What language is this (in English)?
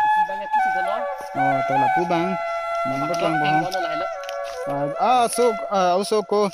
Karbi